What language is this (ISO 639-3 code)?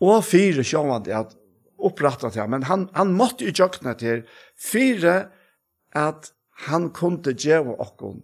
fao